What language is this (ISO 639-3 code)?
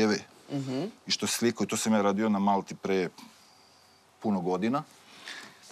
srp